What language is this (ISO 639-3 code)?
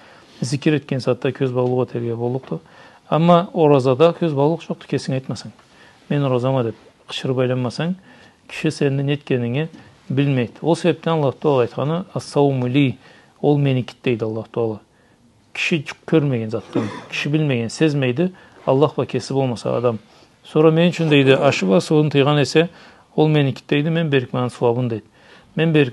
krc